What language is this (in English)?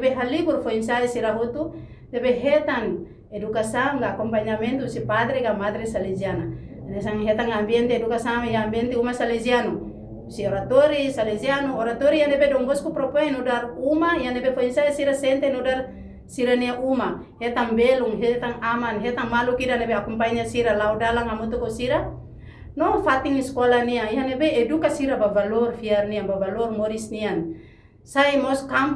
Tetum